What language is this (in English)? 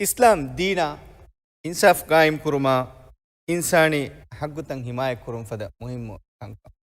Divehi